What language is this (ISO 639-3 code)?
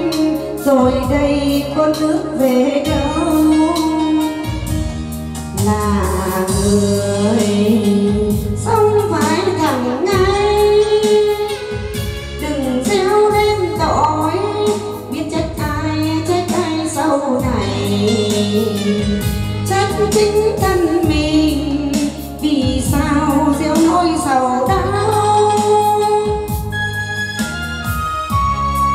vie